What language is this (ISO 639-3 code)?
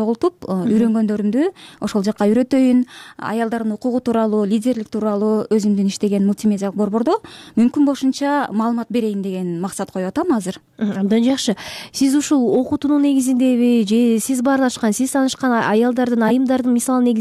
kir